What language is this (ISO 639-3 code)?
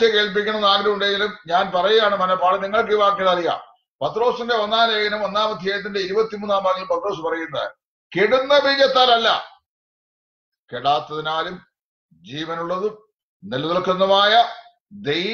mal